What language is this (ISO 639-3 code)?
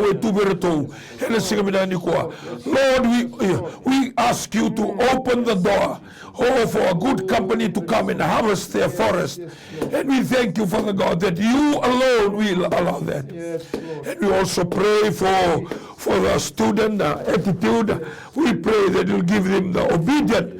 fij